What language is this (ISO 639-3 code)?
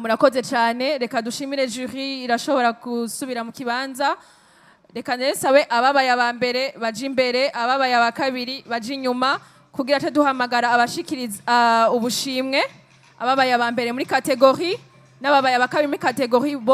run